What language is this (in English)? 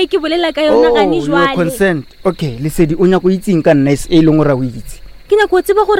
Northern Sotho